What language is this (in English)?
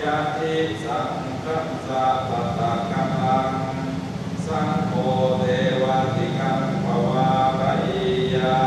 Pali